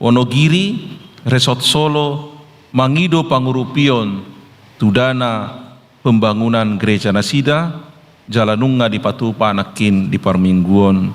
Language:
Batak Toba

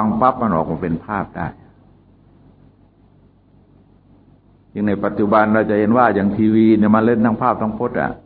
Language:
Thai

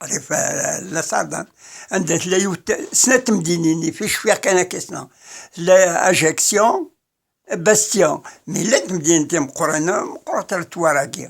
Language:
Kabyle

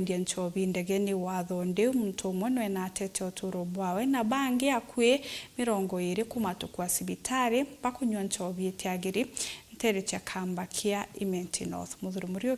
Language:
Meru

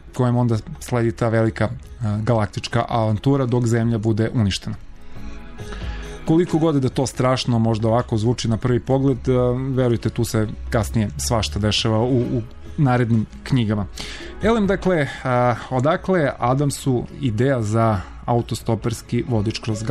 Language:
Serbian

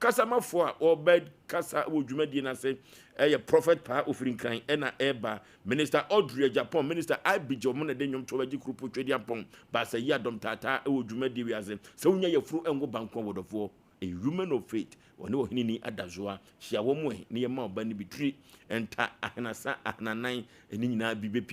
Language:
Akan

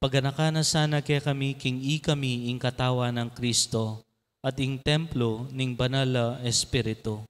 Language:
Pampanga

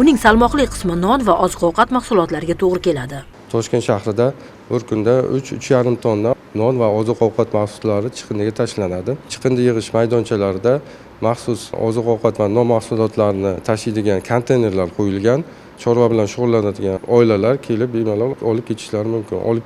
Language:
Uzbek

